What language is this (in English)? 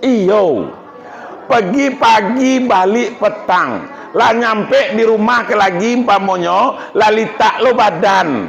Minangkabau